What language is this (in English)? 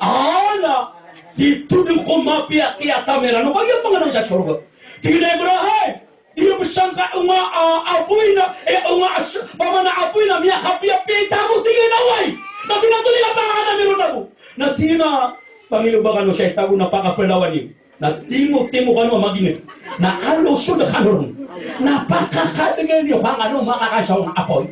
Maranao